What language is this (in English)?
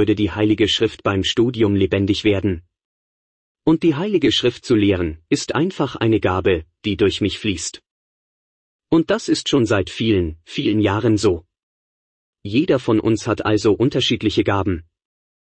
German